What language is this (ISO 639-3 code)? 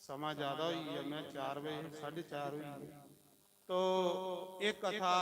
doi